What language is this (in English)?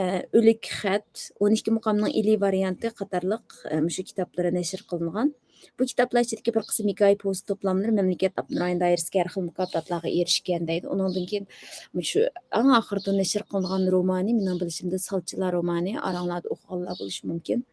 Uyghur